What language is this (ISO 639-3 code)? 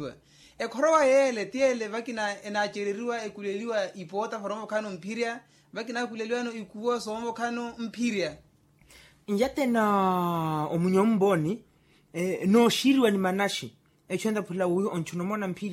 vmw